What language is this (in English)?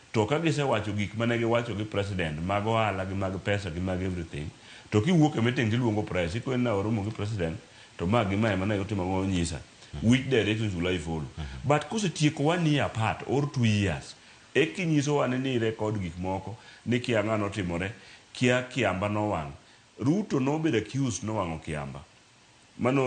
Luo (Kenya and Tanzania)